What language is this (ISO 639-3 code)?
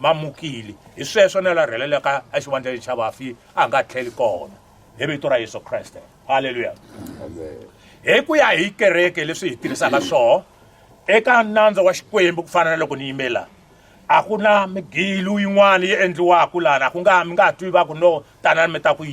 tso